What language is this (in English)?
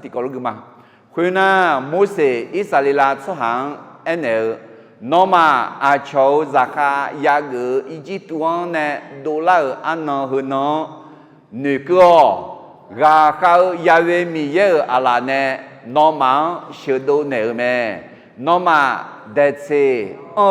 Akha